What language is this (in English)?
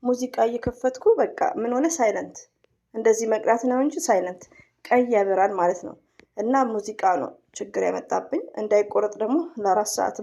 Amharic